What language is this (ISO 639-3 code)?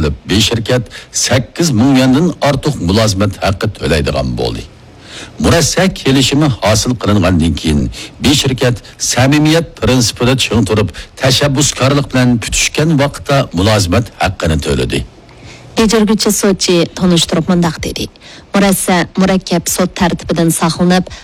uig